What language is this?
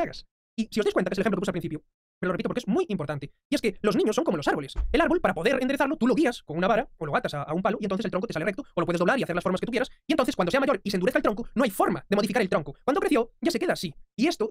Spanish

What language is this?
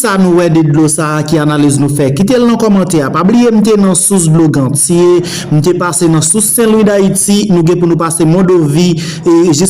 Haitian Creole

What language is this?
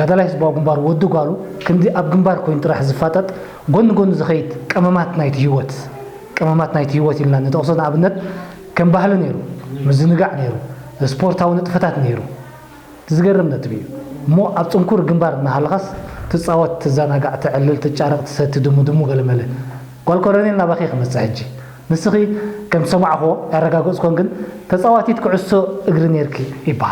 Tigrinya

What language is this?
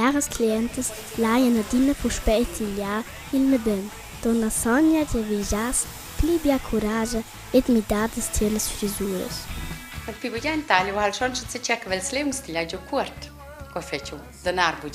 Romansh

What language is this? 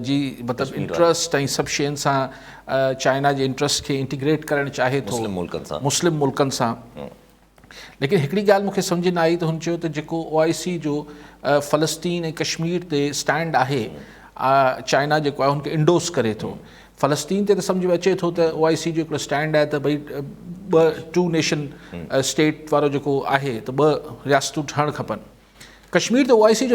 Sindhi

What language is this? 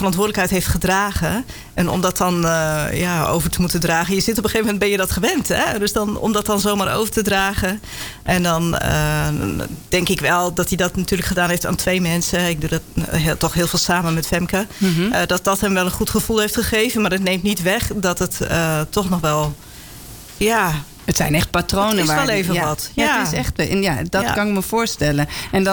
Dutch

